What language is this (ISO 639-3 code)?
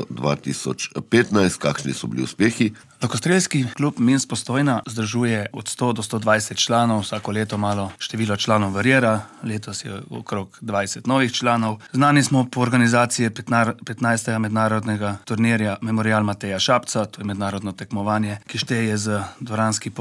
slv